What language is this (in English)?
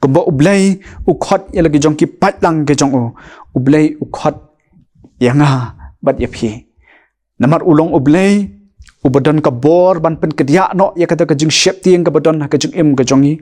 Khasi